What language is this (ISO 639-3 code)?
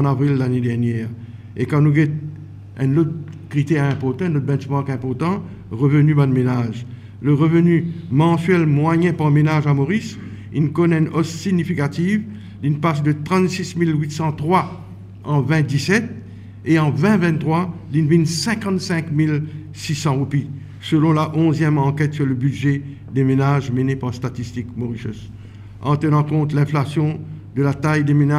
mfe